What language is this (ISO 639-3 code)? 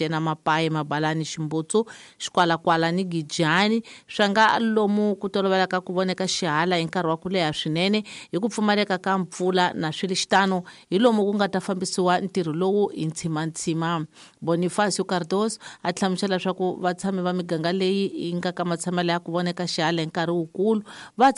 tso